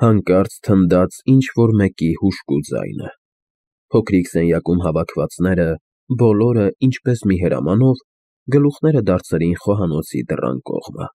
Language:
Armenian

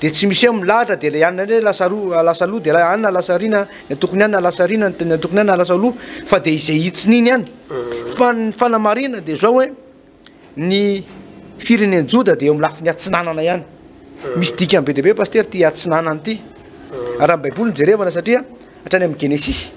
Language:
Malagasy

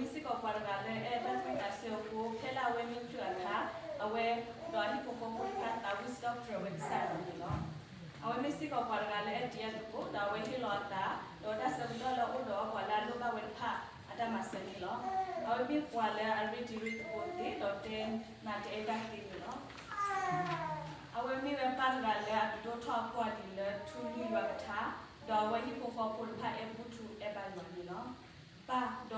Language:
S'gaw Karen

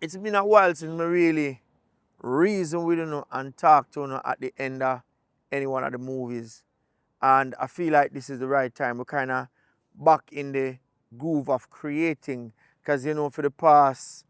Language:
Jamaican Creole English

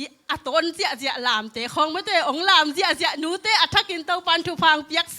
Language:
Tedim Chin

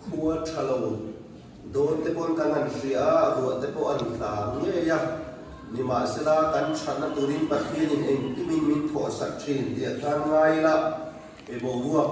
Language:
Mizo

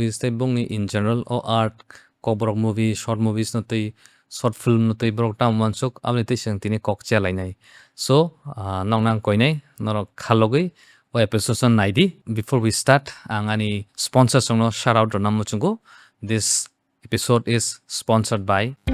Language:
Kok Borok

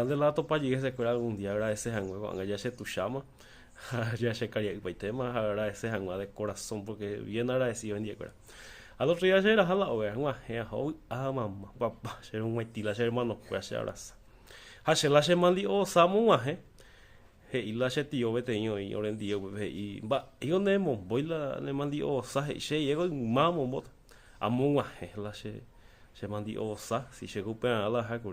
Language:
Guarani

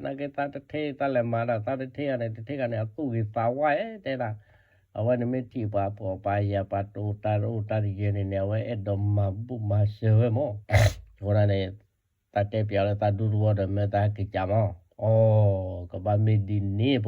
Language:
S'gaw Karen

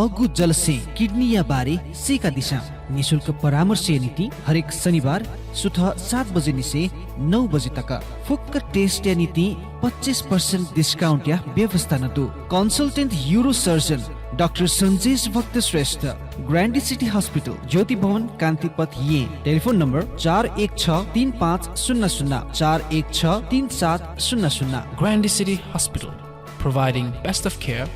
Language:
Newari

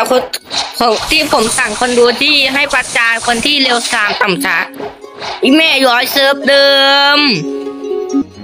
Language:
Thai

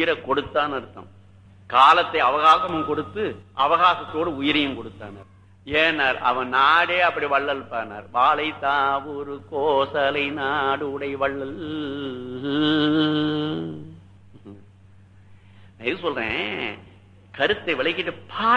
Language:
Tamil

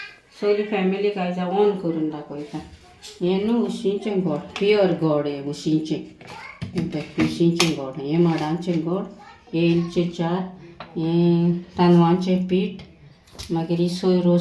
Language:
Konkani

